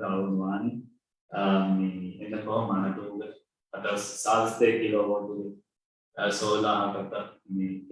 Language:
Divehi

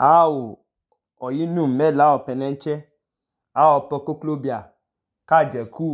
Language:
Idoma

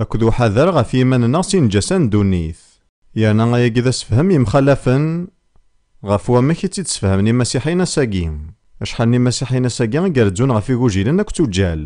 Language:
Kabyle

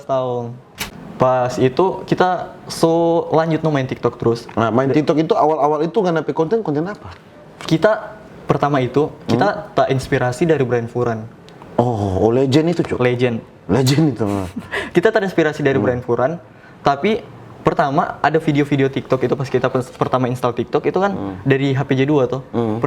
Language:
Manado Malay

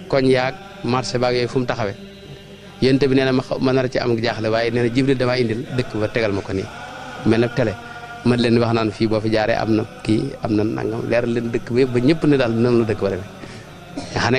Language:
Wolof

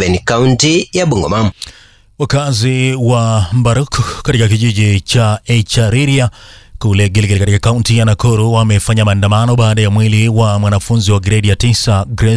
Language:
Swahili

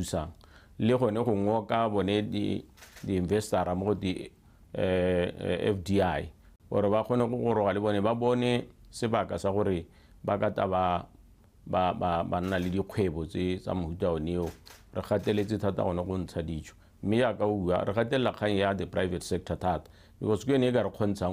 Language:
Tswana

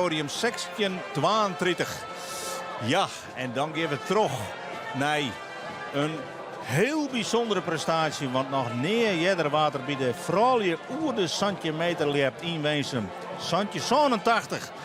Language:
Western Frisian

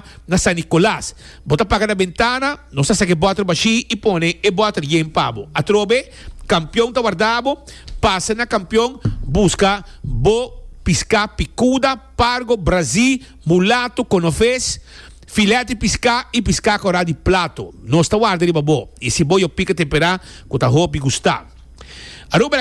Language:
Papiamento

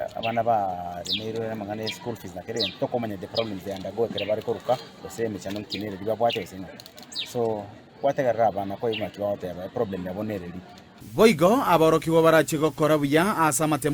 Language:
Gusii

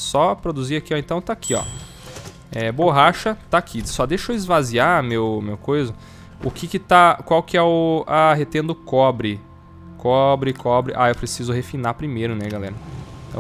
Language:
Portuguese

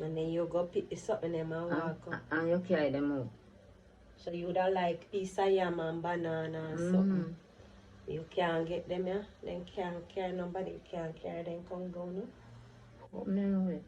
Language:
Jamaican Creole English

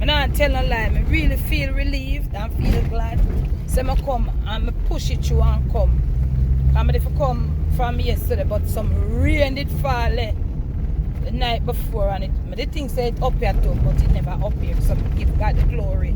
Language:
Jamaican Creole English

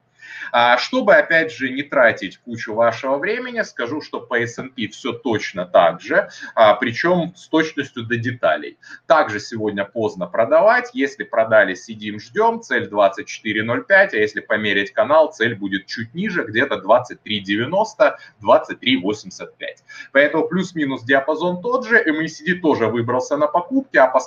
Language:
Russian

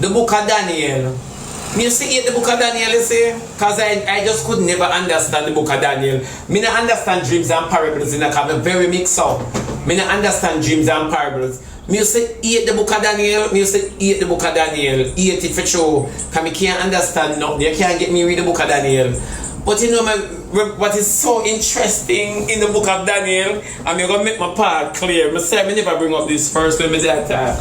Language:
Jamaican Creole English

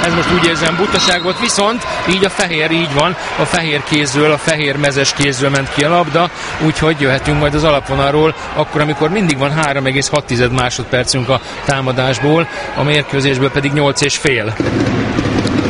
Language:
Hungarian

